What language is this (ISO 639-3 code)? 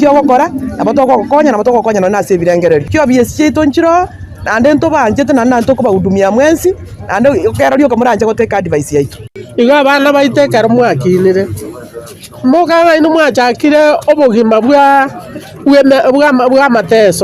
guz